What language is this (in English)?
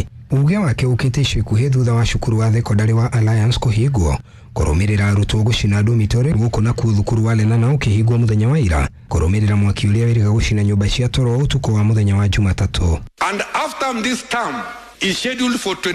Kikuyu